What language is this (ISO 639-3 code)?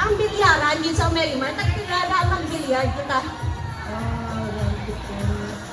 hil